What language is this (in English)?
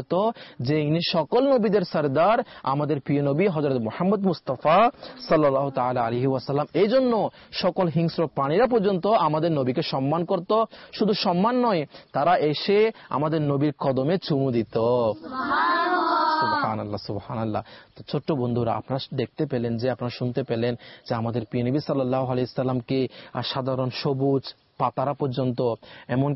Bangla